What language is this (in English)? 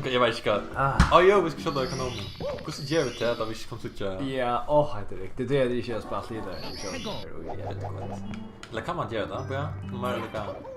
Faroese